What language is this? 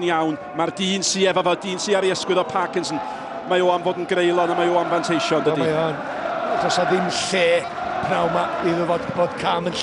Welsh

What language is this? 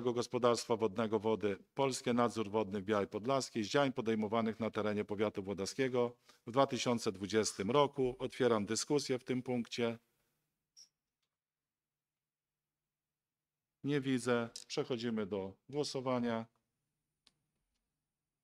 Polish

